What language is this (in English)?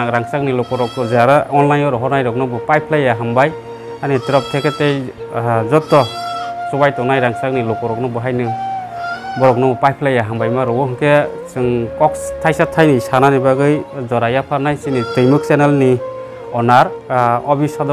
Kok Borok